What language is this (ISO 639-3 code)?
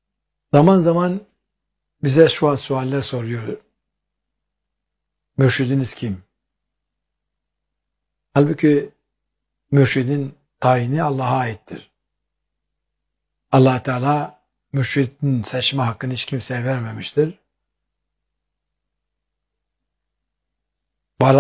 tur